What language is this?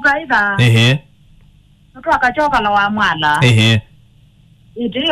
Kamba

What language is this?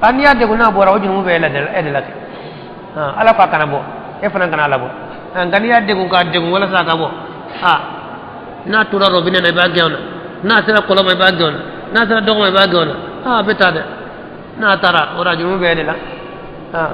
Bambara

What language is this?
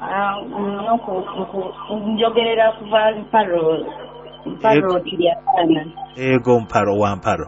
Nyoro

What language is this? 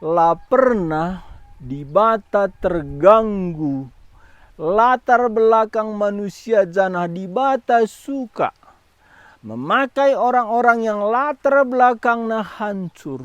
Batak Karo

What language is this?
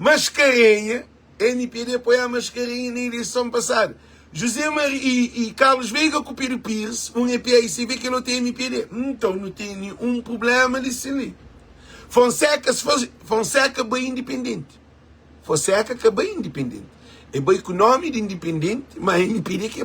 Kabuverdianu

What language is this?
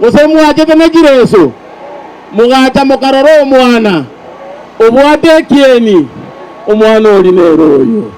Gusii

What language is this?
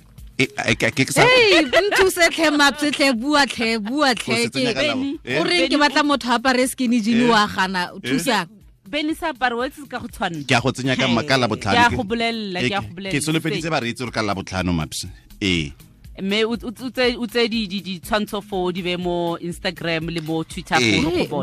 Tswana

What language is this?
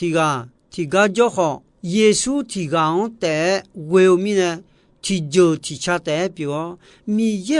Akha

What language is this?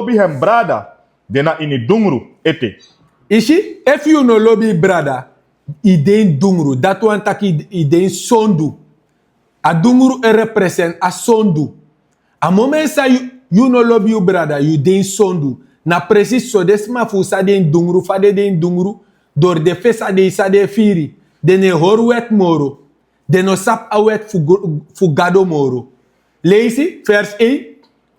Sranan Tongo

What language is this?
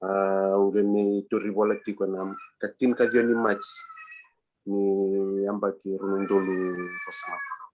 Fijian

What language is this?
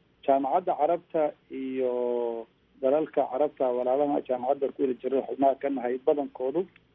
Somali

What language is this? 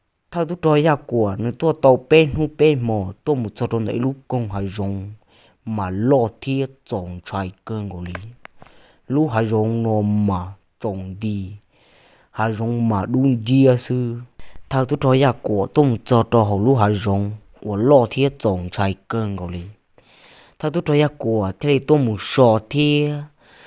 Hmong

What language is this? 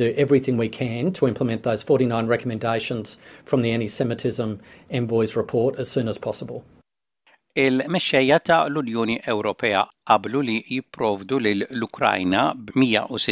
Maltese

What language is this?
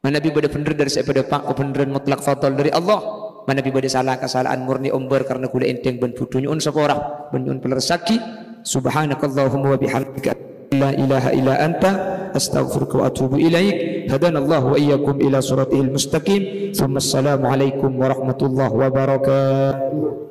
Madurese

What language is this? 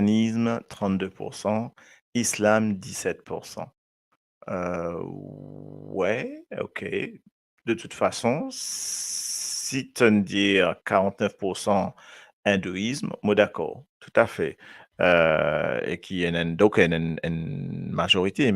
Morisyen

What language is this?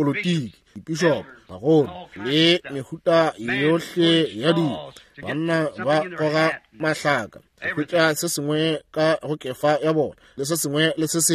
Northern Sotho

